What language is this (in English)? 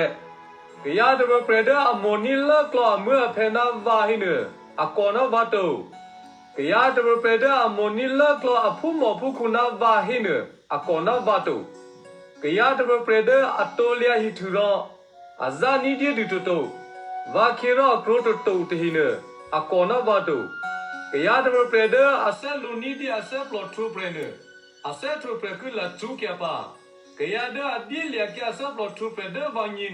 Eastern Kayah